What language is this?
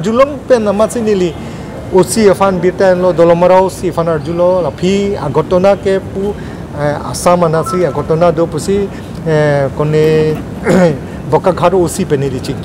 Karbi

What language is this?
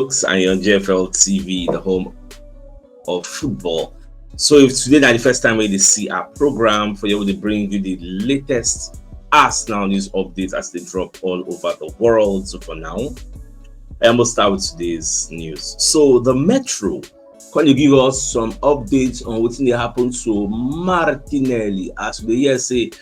Nigerian Pidgin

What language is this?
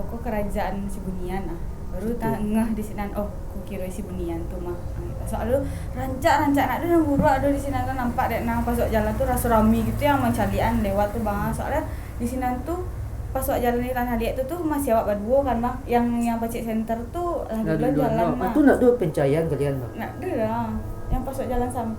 Minangkabau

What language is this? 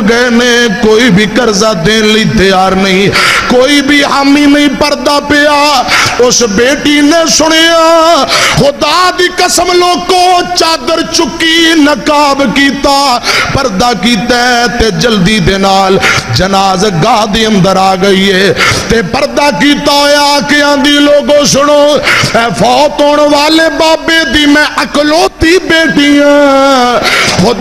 Western Panjabi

